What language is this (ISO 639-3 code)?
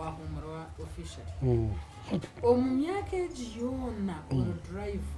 nyn